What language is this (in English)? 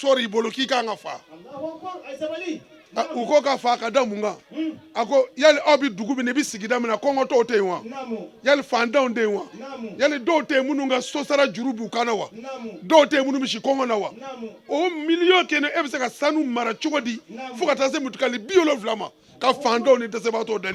Bambara